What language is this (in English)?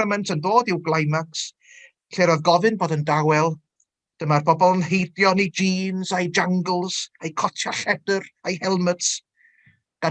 Welsh